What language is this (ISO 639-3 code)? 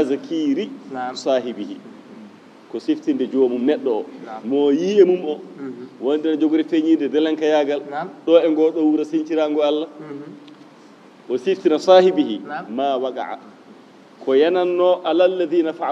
ful